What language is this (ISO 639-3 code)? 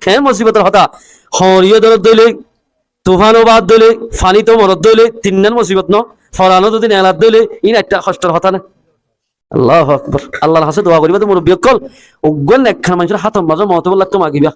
rhg